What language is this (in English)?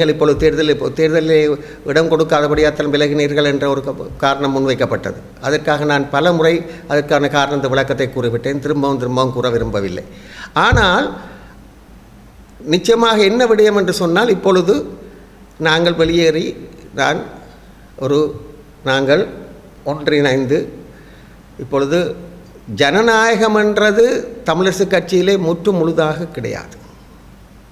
Tamil